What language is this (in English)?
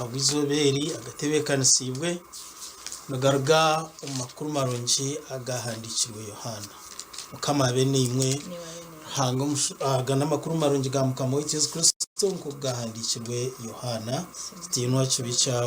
Nyankole